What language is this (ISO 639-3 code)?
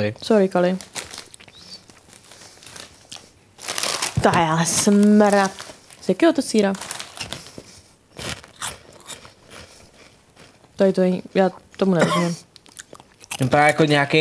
ces